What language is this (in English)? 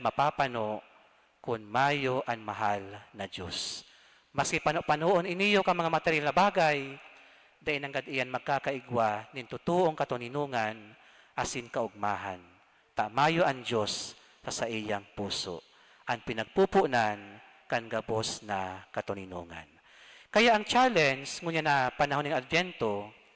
Bikol